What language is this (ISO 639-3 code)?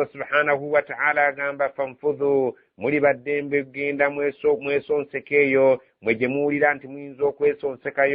lug